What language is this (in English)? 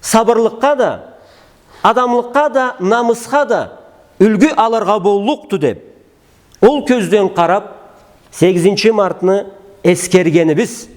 Karachay-Balkar